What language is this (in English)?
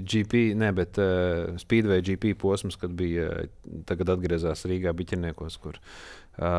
Latvian